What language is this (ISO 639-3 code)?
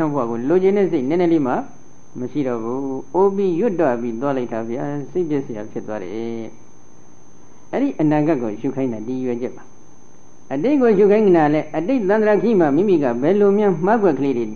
mya